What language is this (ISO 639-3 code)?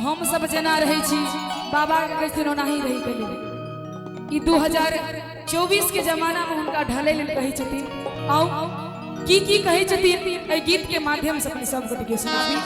mai